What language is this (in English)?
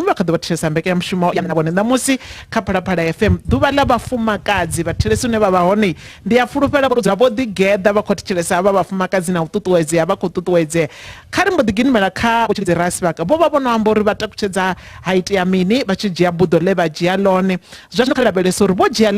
Venda